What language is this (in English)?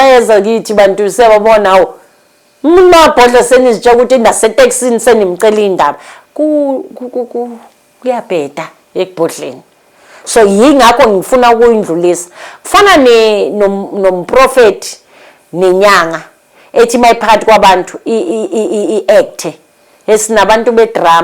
Zulu